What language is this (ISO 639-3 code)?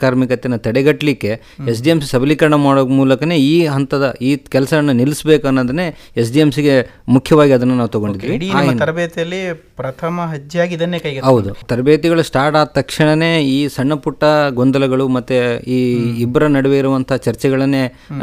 kan